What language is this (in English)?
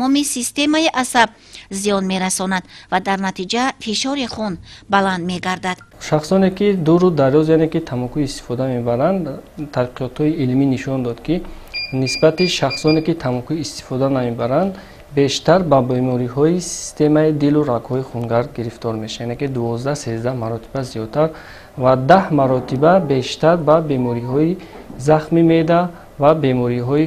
Tajik